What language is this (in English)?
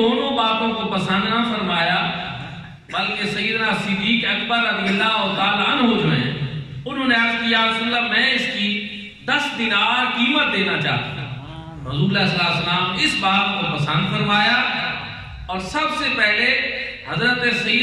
Urdu